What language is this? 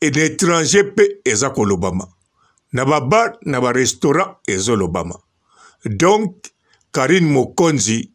Lingala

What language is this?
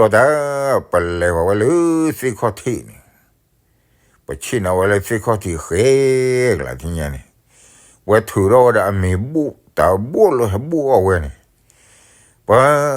S'gaw Karen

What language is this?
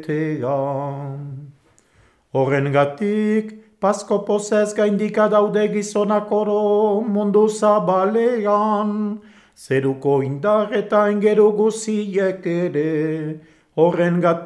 Basque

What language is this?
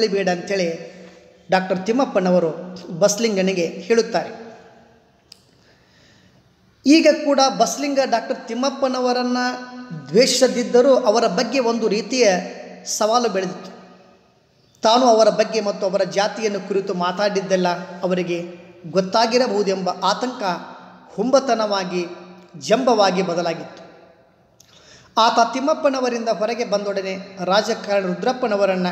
Kannada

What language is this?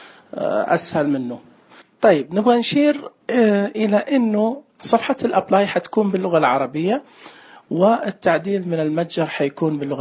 Najdi Arabic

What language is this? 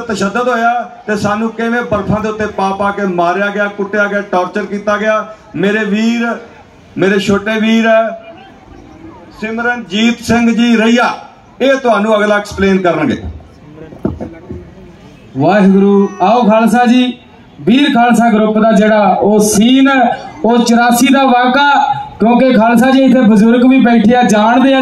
Punjabi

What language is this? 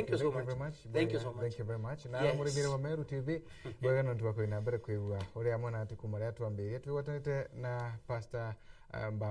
Meru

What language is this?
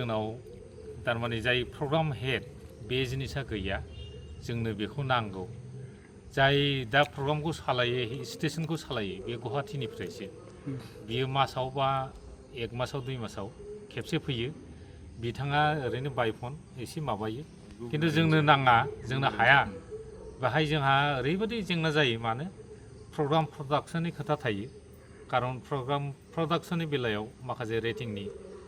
Bodo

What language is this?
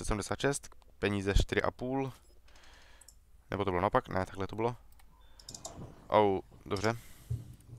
Czech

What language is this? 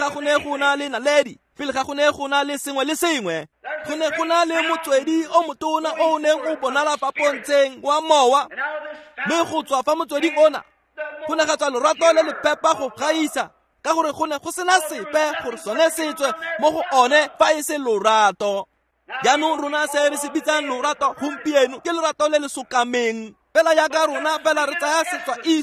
Tswana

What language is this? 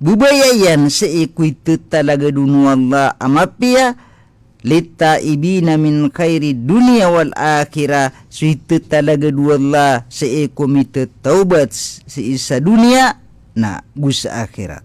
Maranao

